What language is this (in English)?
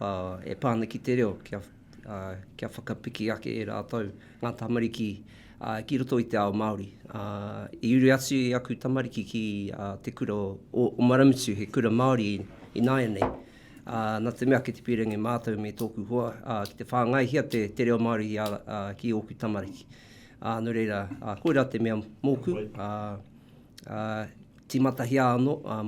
Māori